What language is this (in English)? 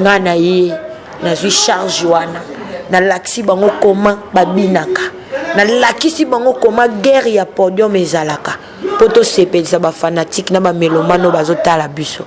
Lingala